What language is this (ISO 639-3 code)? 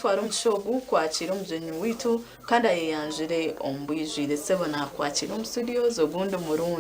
nyn